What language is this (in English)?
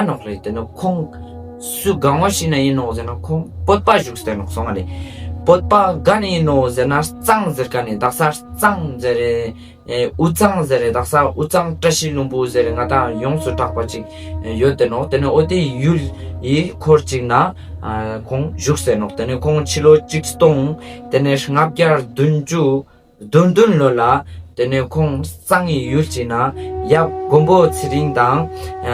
Ladakhi